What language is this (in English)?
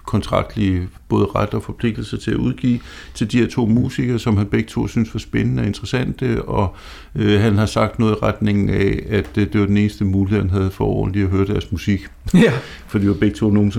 Danish